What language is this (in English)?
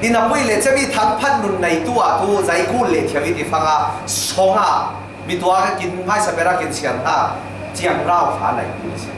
Falam Chin